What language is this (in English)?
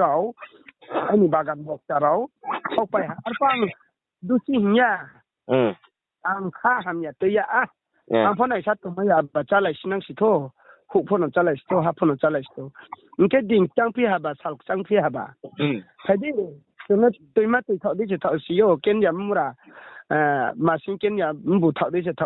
Riang (India)